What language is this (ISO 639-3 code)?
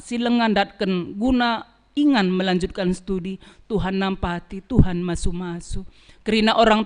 btx